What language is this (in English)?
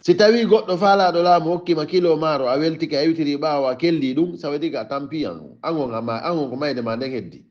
Fula